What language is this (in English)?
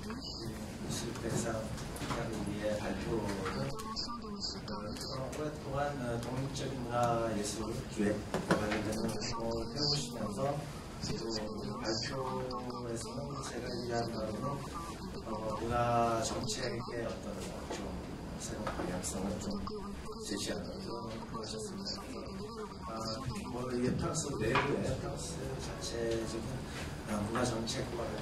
Korean